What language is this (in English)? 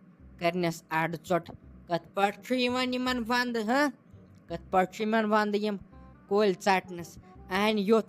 Kashmiri